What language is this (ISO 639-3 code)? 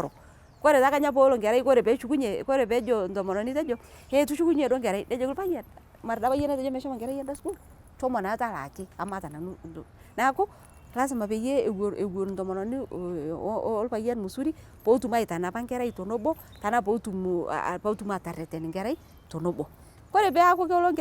mas